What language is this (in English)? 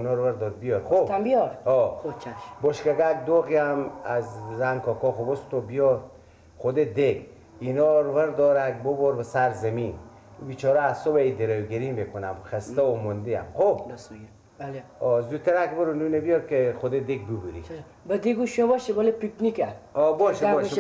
Persian